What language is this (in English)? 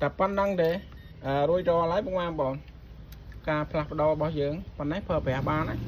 Khmer